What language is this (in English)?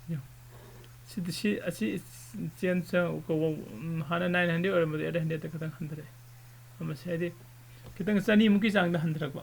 Manipuri